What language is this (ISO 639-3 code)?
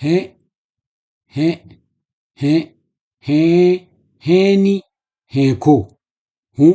dje